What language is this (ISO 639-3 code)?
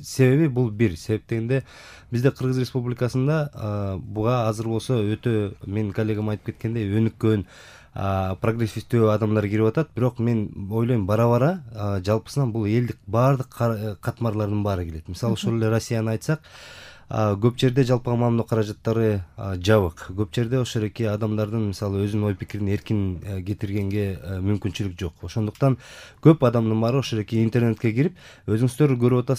kir